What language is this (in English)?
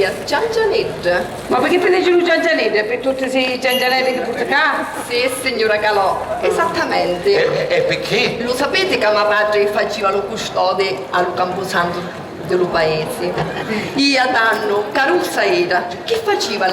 Sicilian